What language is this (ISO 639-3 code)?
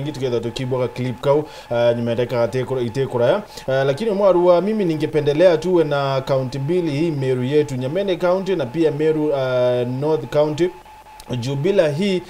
mer